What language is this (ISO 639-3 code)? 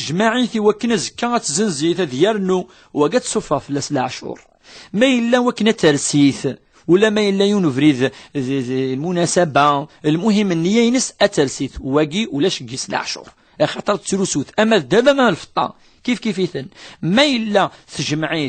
kab